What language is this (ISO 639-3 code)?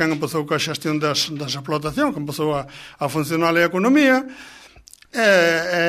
glg